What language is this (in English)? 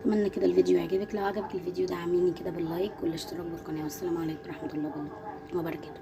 Egyptian Arabic